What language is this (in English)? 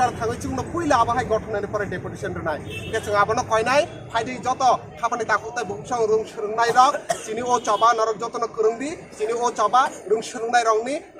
Kok Borok